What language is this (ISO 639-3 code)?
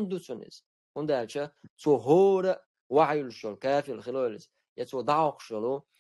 che